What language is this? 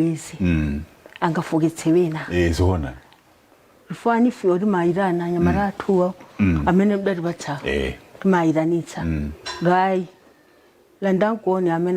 Nyanja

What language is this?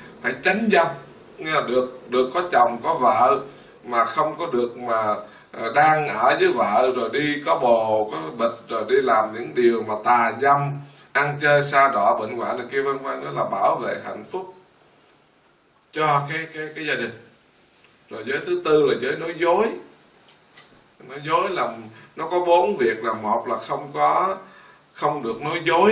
Vietnamese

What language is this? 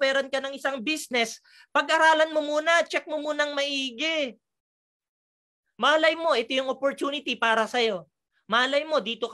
Filipino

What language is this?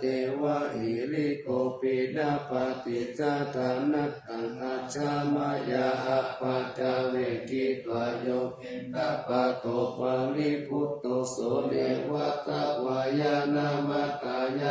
Pali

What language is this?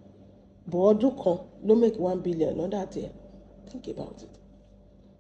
Yoruba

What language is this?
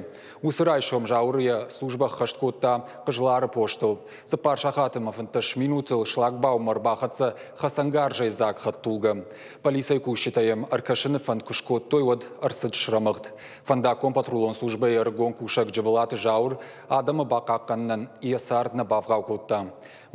Ossetic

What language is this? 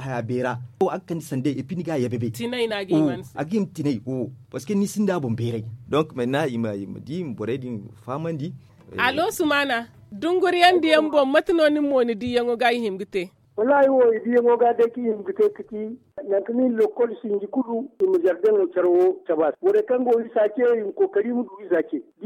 Zarma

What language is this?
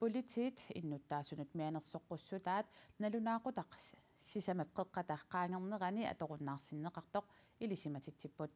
Kalaallisut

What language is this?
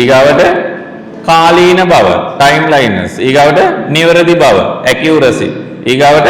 Sinhala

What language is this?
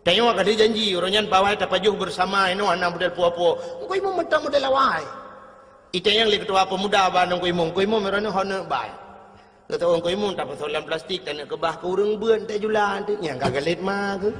Achinese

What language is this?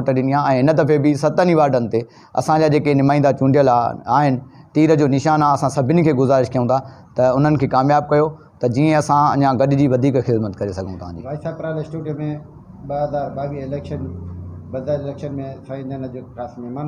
Sindhi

